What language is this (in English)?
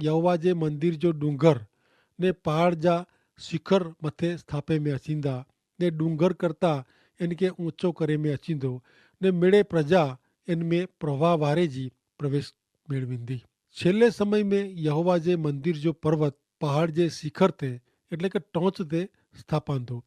Kachhi